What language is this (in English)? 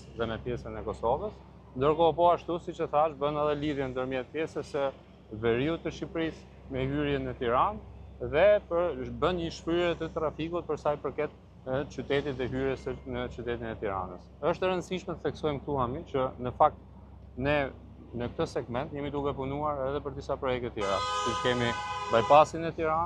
Albanian